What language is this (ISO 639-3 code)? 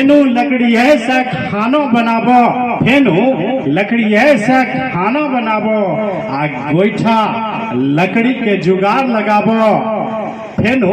anp